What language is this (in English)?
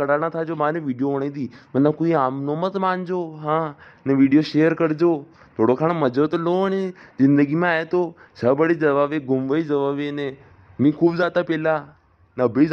Rajasthani